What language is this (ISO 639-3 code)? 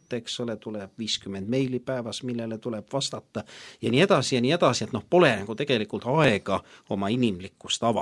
est